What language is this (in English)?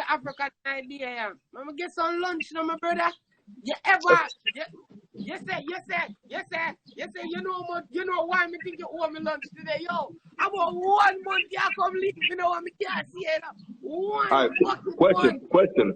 Jamaican Creole English